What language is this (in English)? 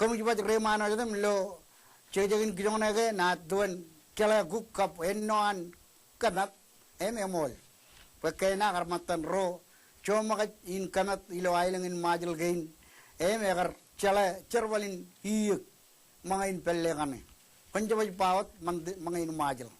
Marshallese